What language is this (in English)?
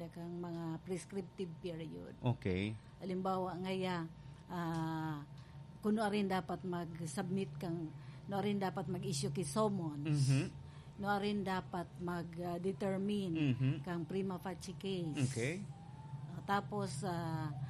Bikol